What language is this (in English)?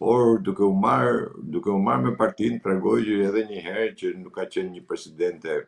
Albanian